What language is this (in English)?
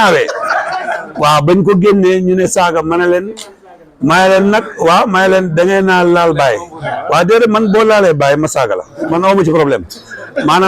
Wolof